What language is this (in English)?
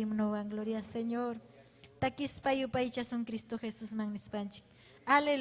Ayacucho Quechua